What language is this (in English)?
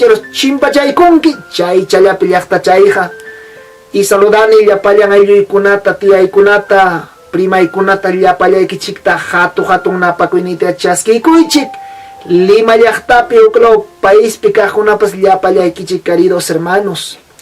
Ayacucho Quechua